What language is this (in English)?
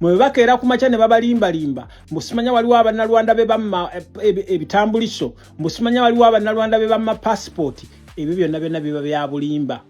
Ganda